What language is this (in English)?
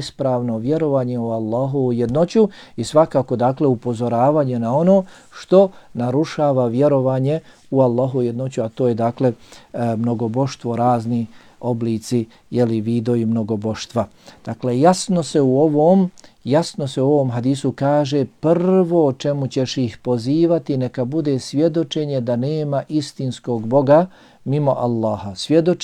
Bosnian